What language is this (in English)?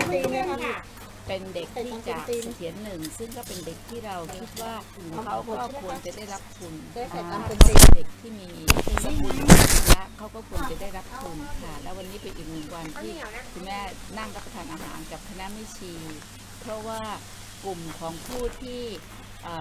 Thai